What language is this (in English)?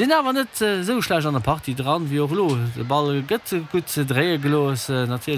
Luxembourgish